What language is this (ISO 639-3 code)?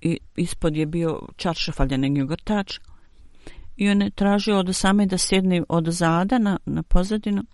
bos